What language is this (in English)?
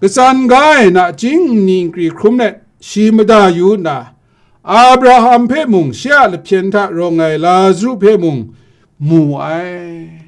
Kachin